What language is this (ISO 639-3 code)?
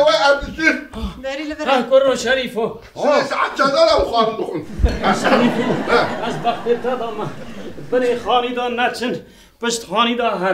kur